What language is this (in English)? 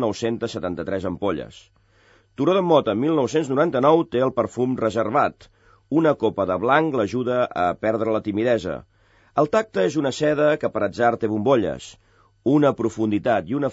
Catalan